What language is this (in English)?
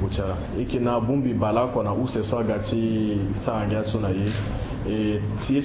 Sango